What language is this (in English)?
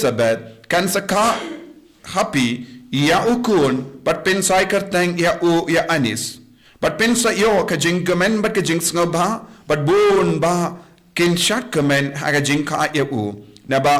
Khasi